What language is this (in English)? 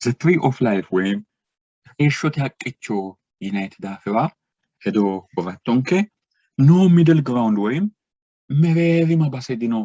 Sidamo